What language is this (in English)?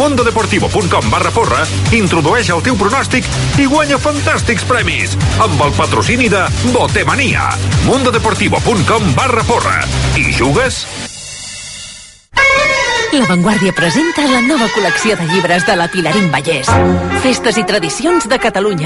Catalan